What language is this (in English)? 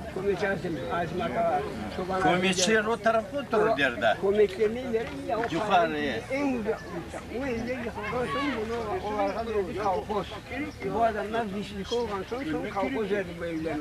Crimean Tatar